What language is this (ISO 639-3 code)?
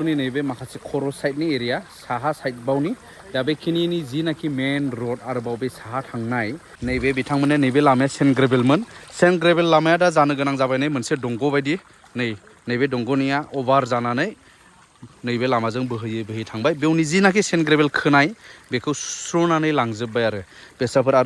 brx